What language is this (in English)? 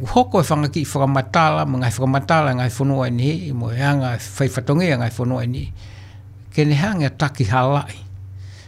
Tongan